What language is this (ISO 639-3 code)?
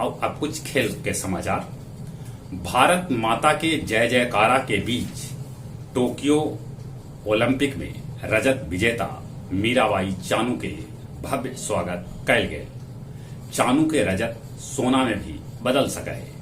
mag